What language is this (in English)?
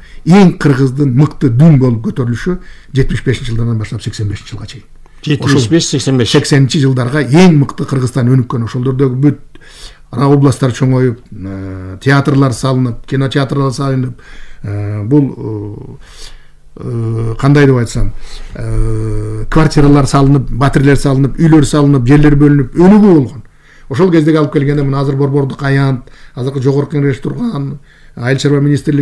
Kyrgyz